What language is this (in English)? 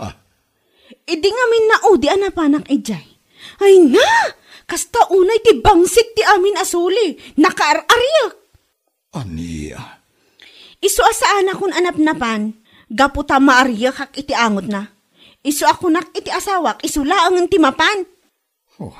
Iloko